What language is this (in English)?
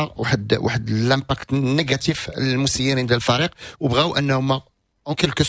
Moroccan Arabic